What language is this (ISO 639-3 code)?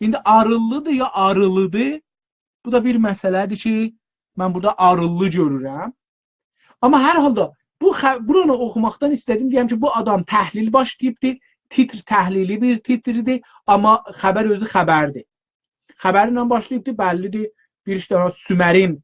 azb